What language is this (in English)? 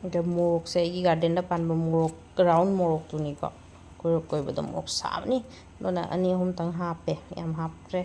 Manipuri